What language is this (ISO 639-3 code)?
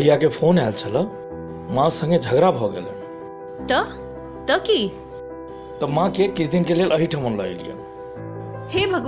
mai